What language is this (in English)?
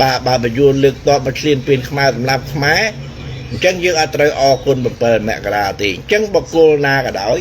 Khmer